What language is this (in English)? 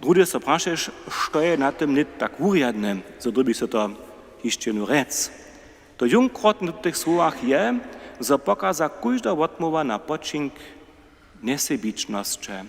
Upper Sorbian